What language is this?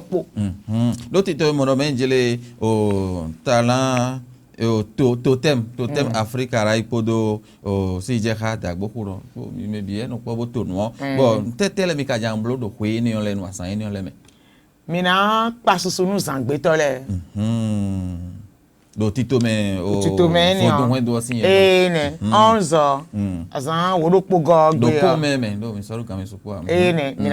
Fon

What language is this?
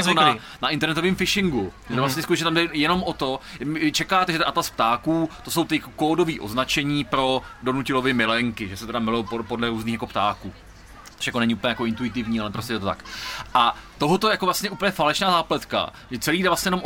Czech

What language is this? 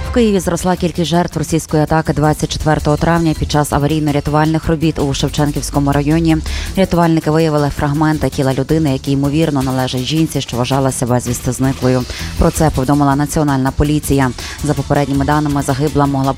Ukrainian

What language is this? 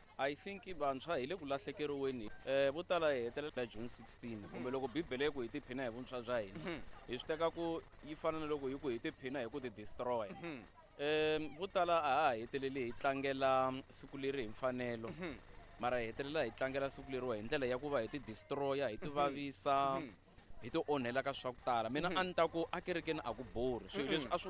Tsonga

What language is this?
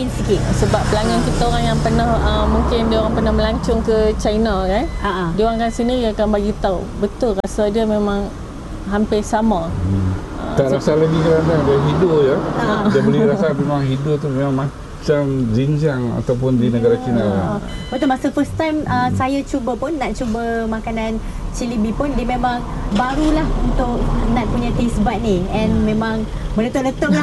Malay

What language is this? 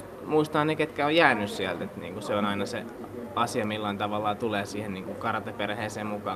Finnish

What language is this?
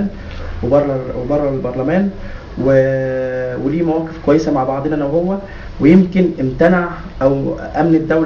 Egyptian Arabic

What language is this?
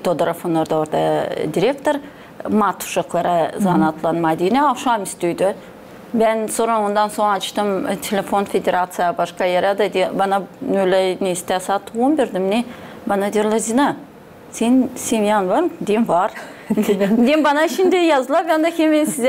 Gagauz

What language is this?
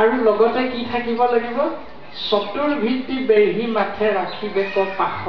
Assamese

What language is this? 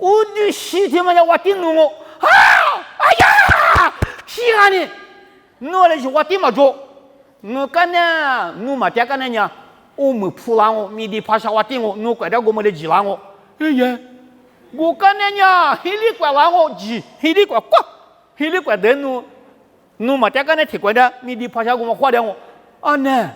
Lisu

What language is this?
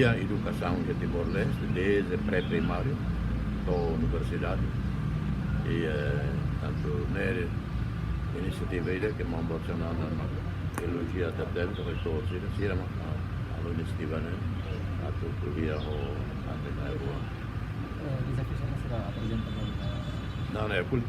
Tetum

